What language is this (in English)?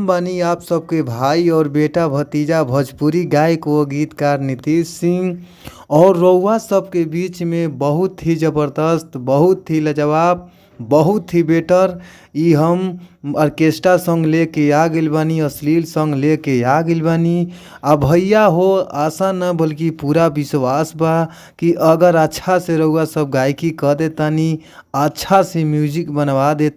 Bhojpuri